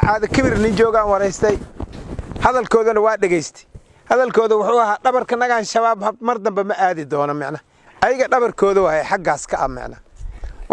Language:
Somali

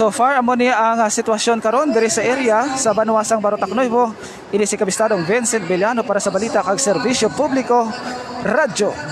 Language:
Hiligaynon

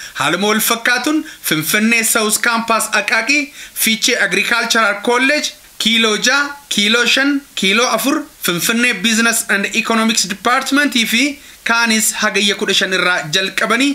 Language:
Oromo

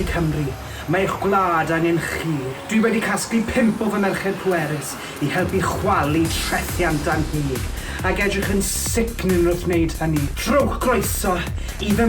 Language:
Welsh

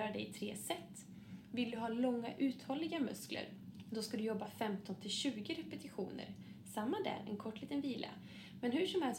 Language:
Swedish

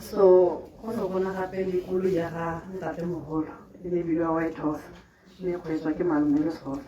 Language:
Tswana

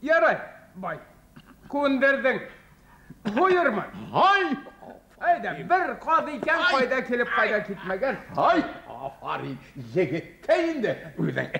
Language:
Bashkir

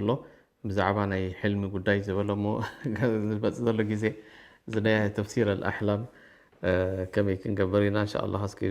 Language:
Tigrinya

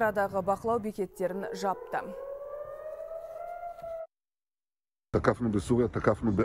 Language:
Kazakh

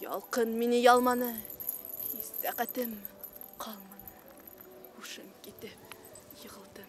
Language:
Bashkir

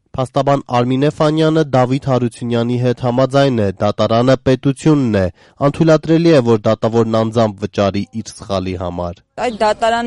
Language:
Armenian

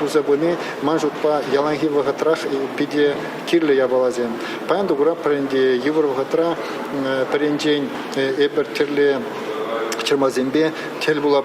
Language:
Chuvash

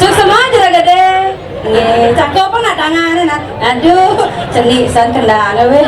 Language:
Balinese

